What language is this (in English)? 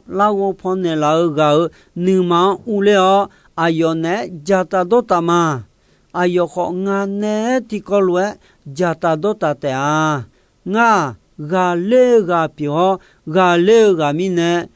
Akha